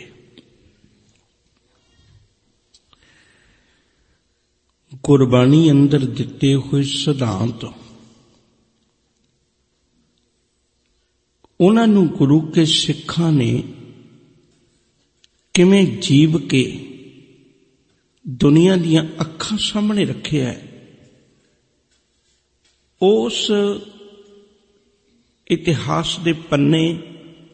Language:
Punjabi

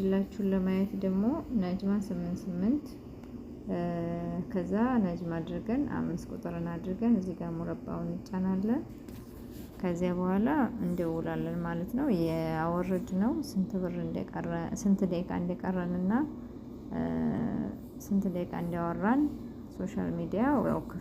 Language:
Amharic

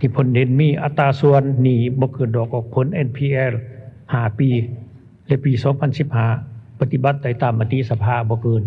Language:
Lao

